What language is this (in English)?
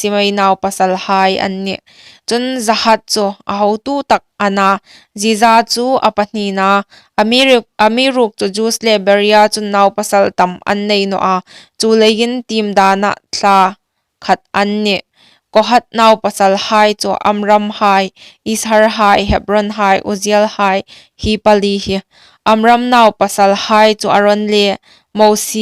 Hmar